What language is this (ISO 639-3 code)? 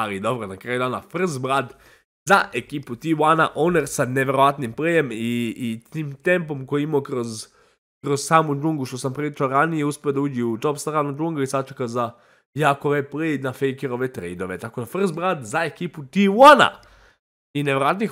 srp